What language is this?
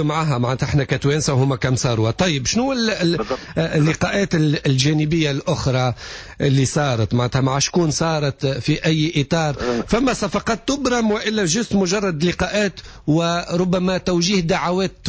Tunisian Arabic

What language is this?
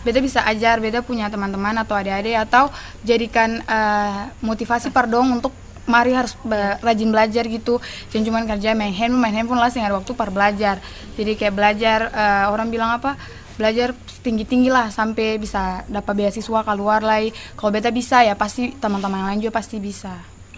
Ambonese Malay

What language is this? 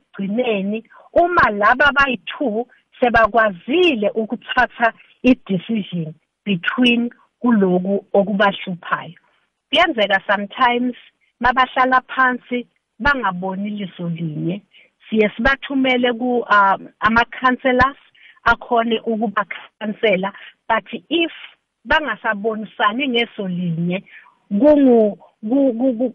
South Ndebele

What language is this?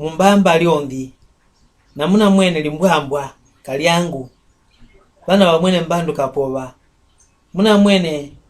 Mbunda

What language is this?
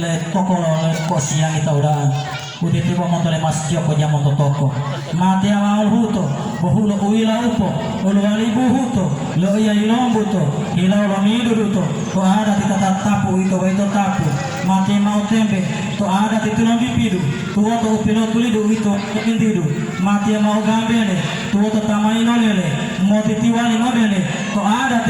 Gorontalo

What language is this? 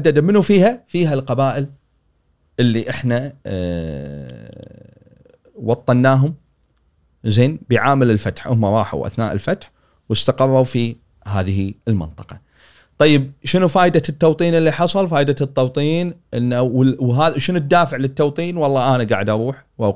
Gulf Arabic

